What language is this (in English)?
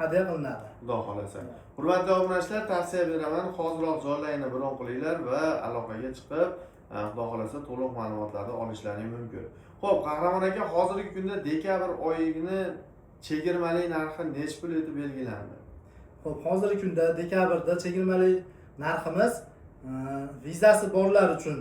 Uzbek